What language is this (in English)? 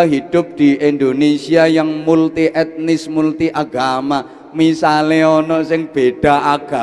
Javanese